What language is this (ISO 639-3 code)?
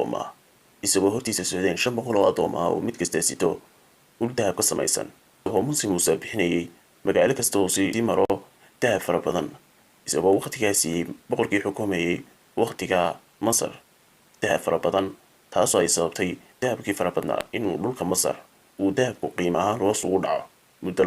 som